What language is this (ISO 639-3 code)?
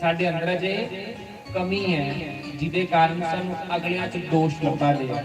doi